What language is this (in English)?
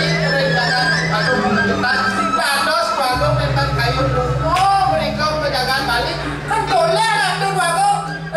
Balinese